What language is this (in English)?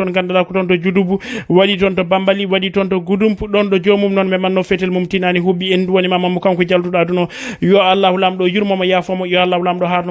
Fula